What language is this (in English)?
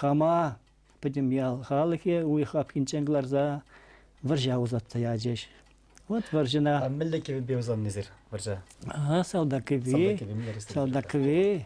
Chuvash